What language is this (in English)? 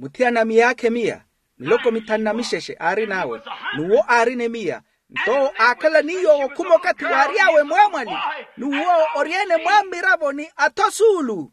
Makhuwa